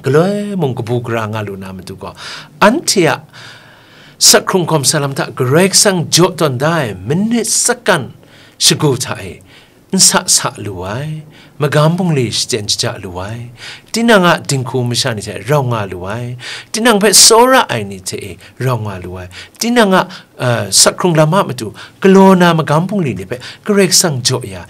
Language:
Kachin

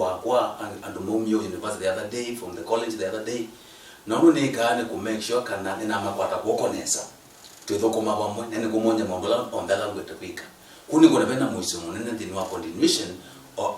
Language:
Kamba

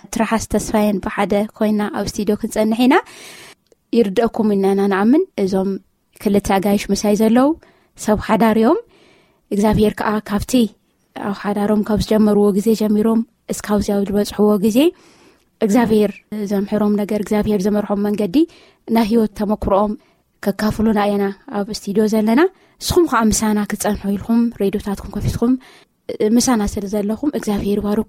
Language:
Tigrinya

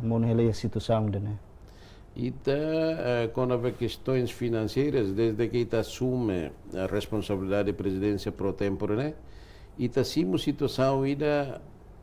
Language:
Tetum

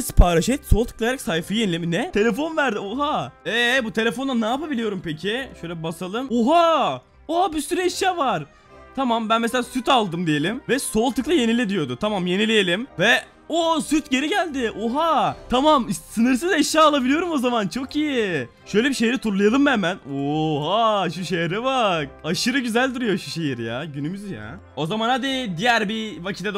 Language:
Turkish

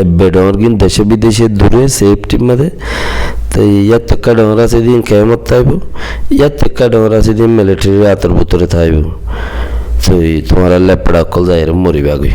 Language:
Rohingya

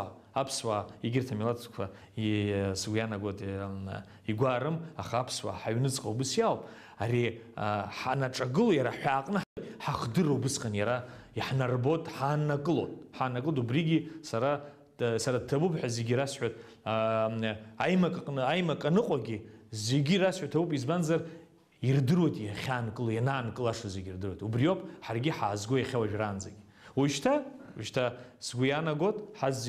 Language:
Abkhazian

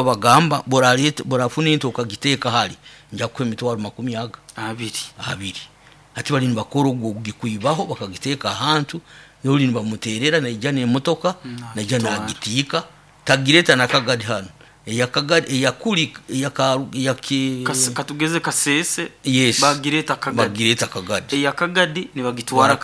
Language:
Nyoro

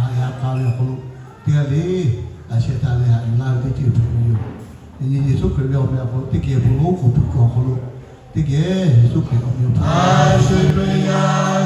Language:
Lahu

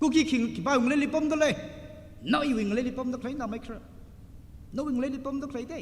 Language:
Tangkhul Naga (India)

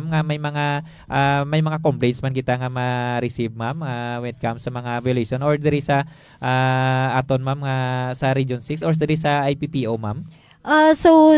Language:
Hiligaynon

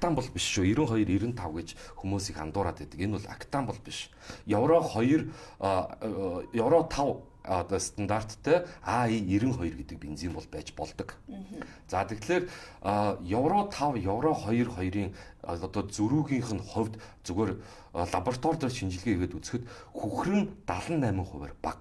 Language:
Mongolian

